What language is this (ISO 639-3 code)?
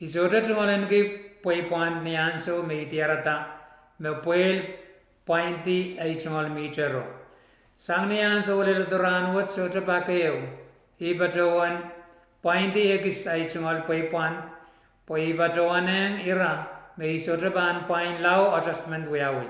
pon